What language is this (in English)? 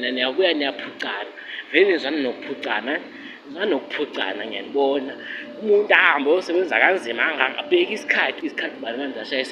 Zulu